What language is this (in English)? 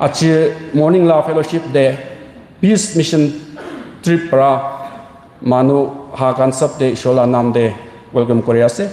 Tangkhul Naga (India)